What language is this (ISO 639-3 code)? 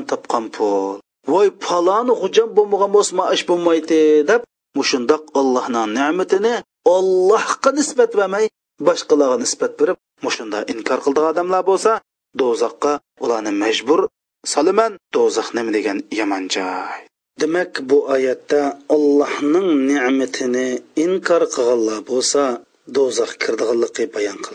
uig